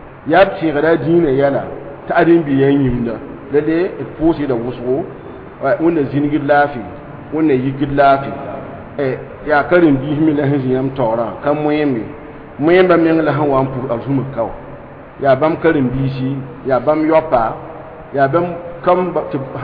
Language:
Mossi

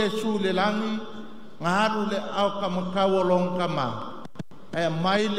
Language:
Samoan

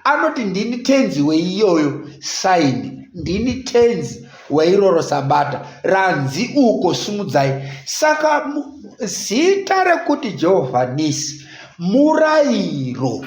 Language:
Shona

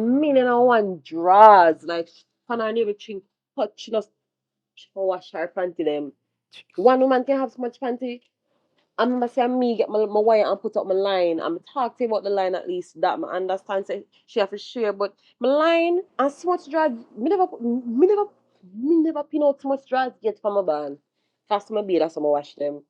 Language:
Jamaican Creole English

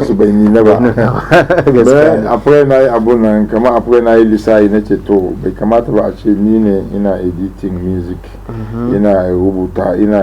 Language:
Hausa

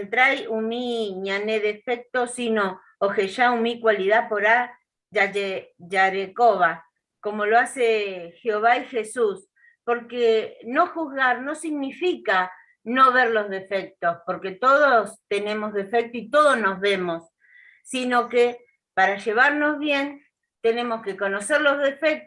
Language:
Guarani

